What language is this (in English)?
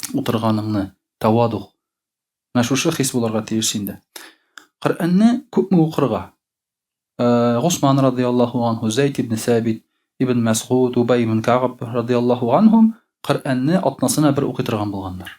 Tatar